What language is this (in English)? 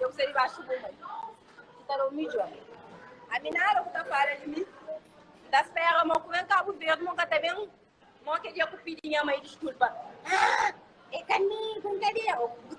Kabuverdianu